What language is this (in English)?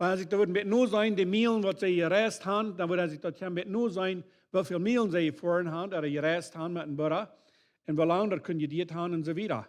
Plautdietsch